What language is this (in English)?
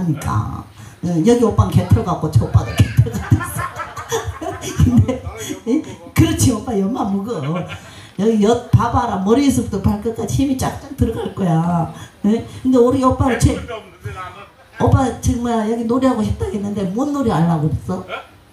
Korean